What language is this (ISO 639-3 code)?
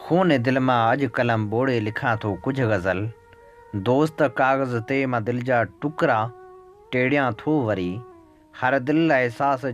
snd